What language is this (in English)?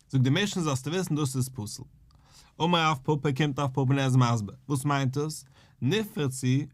Yiddish